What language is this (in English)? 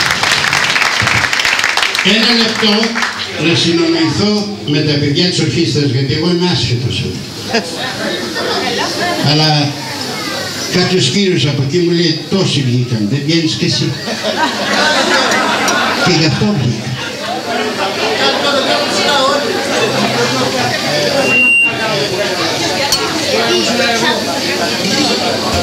Greek